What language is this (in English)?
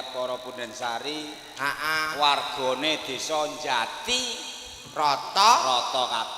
Javanese